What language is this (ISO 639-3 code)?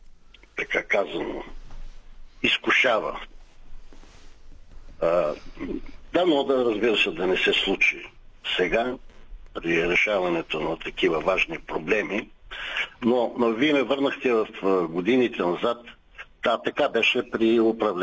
bul